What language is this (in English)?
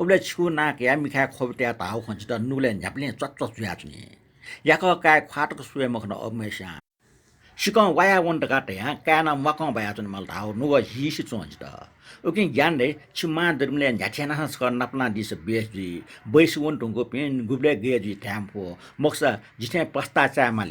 Newari